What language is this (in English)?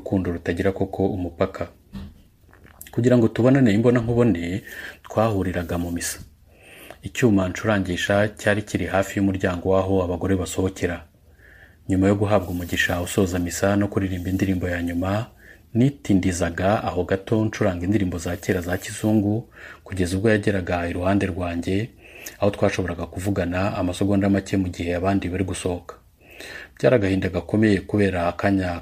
Kinyarwanda